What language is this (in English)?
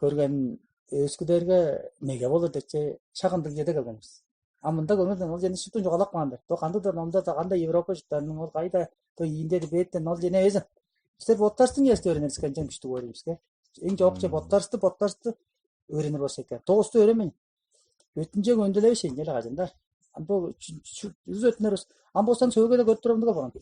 Tuvinian